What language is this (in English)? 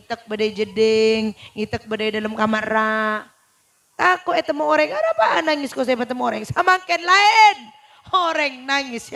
Madurese